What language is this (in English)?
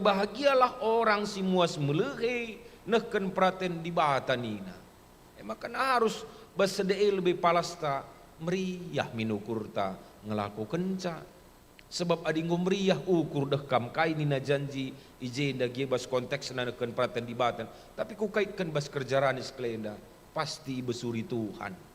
Batak Karo